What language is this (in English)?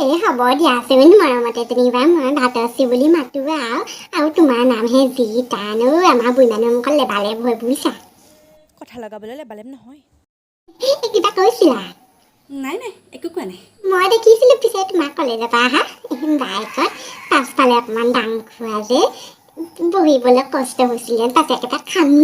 Assamese